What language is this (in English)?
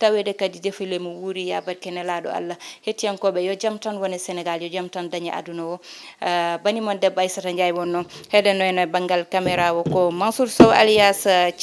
Fula